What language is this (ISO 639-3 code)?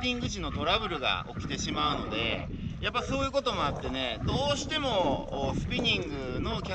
jpn